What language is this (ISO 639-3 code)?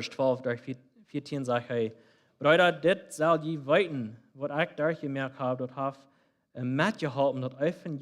pdt